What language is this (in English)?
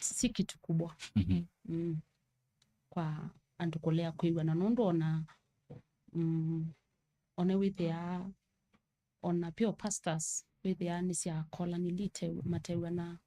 Kamba